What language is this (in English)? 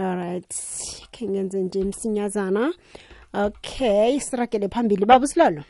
South Ndebele